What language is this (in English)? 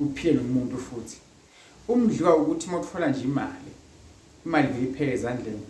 Zulu